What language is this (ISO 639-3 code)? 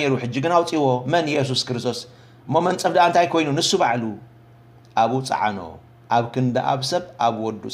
tir